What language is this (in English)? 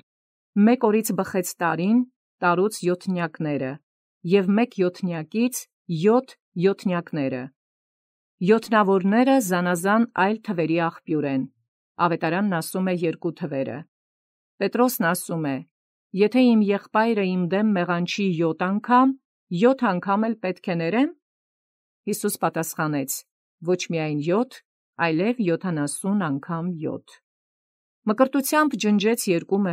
Armenian